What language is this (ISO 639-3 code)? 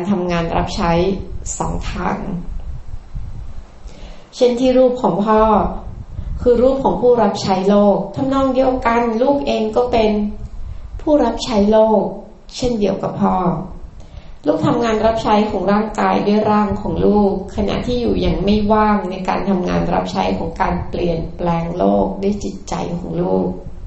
tha